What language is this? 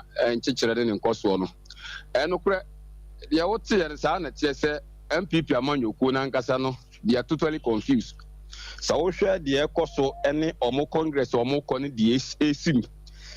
Akan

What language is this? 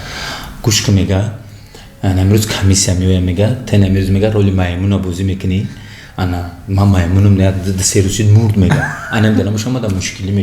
Tajik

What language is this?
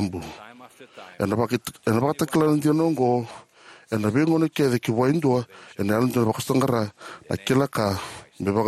Fijian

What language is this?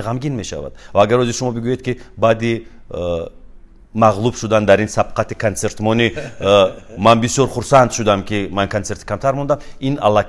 Tajik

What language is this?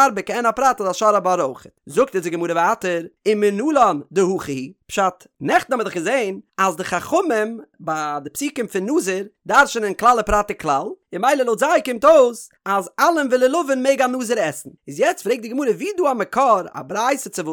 Yiddish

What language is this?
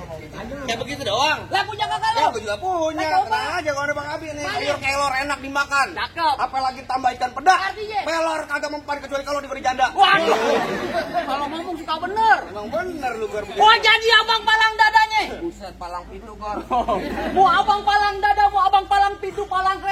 Betawi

